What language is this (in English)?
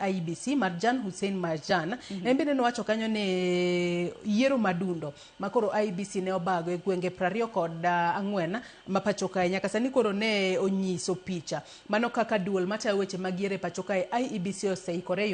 Luo (Kenya and Tanzania)